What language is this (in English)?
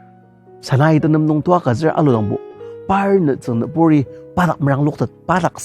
Ao Naga